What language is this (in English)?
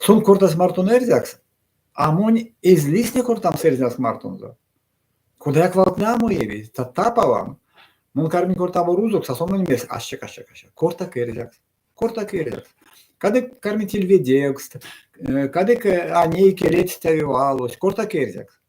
Erzya